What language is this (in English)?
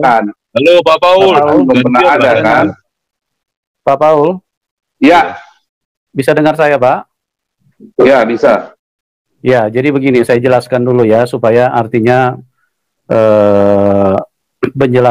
Indonesian